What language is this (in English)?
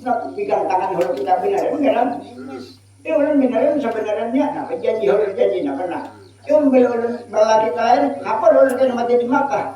Banjar